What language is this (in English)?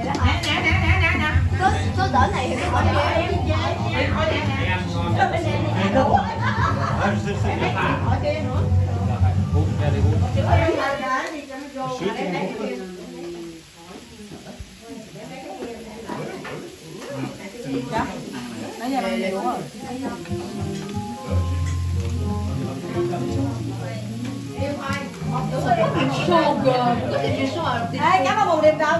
Vietnamese